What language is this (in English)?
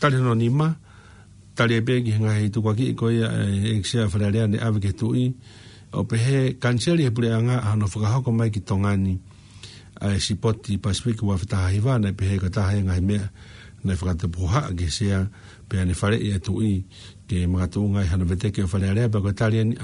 Tongan